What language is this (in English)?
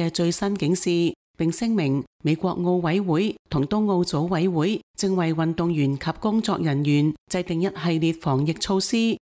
Cantonese